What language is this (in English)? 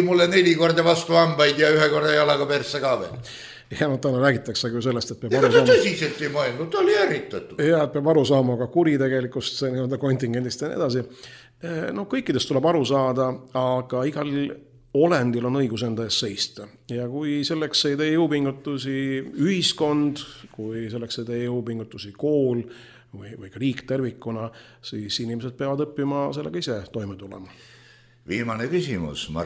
Estonian